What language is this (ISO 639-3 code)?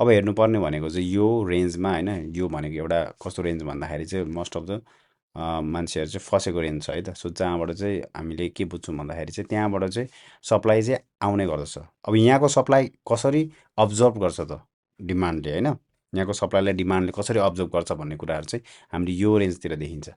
nep